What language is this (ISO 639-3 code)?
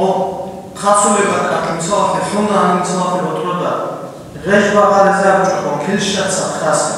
ava